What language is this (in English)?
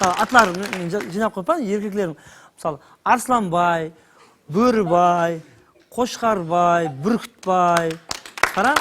Kara-Kalpak